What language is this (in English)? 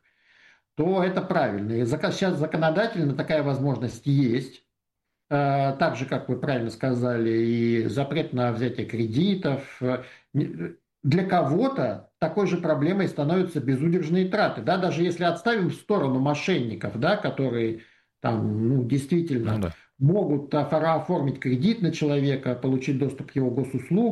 Russian